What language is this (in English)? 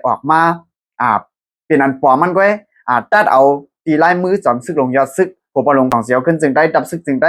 Shan